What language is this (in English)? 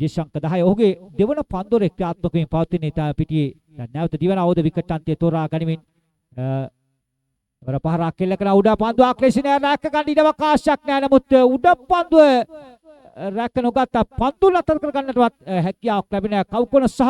Sinhala